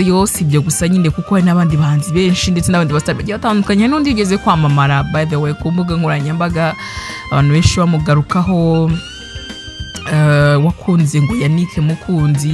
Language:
Kinyarwanda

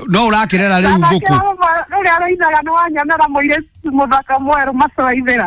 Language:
Kikuyu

